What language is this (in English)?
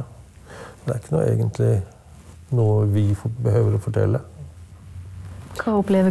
Norwegian